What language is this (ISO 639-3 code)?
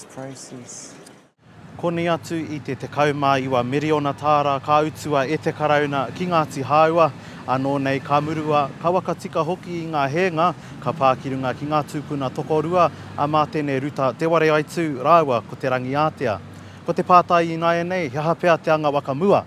mri